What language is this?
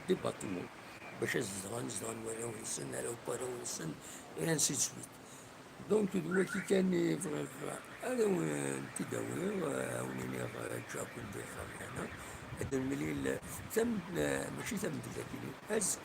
Kabyle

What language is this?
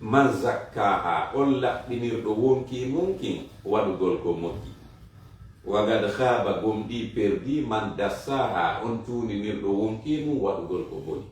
Fula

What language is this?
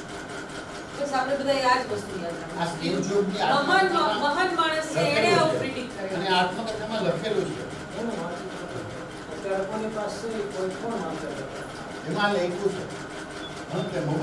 Gujarati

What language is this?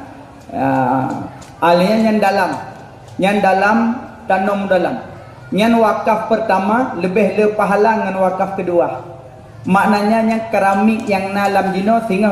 Achinese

